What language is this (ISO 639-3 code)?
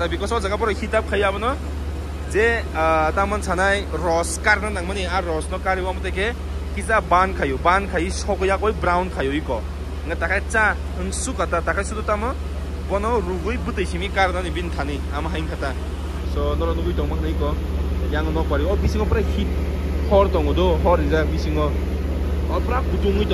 trp